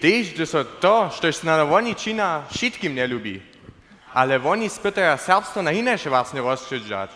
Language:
Upper Sorbian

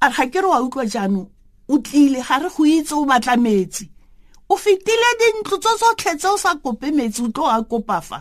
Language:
Tswana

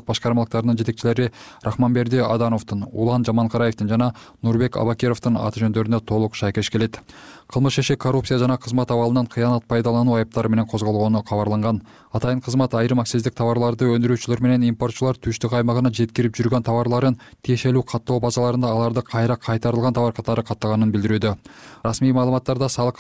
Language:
Kyrgyz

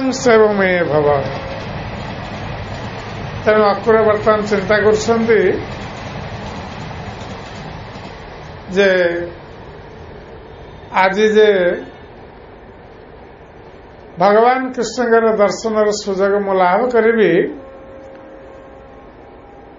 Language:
Odia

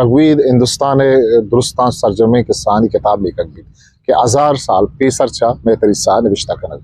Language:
Eastern Balochi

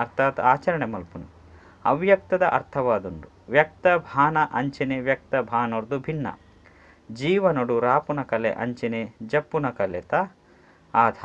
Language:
Tulu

